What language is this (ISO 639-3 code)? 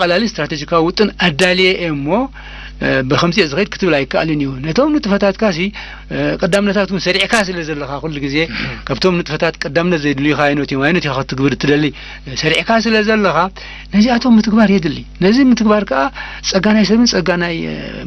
tir